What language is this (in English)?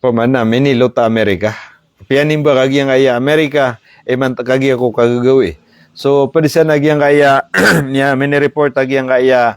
Maranao